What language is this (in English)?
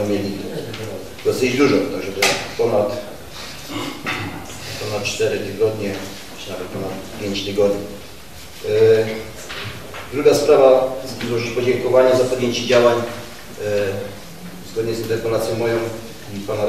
Polish